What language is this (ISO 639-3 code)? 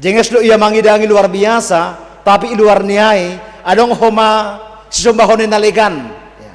bts